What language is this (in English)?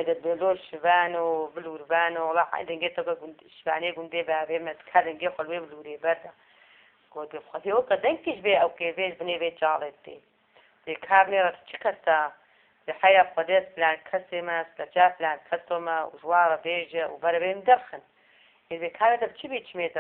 Kurdish